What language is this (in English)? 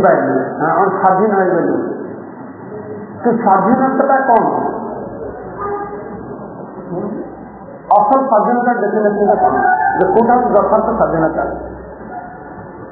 Odia